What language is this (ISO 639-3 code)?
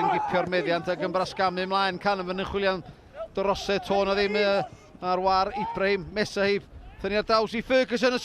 cym